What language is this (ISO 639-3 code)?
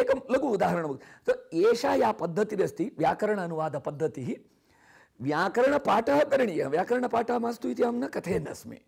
san